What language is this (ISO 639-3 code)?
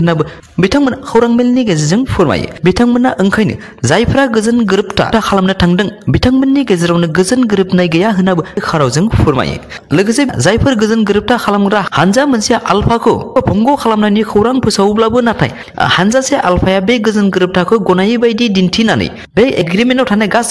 brx